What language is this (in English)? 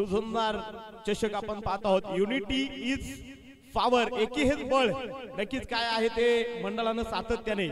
Marathi